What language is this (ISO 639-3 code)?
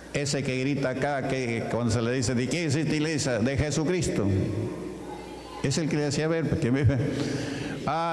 spa